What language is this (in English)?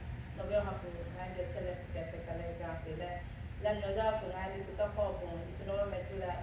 Lahu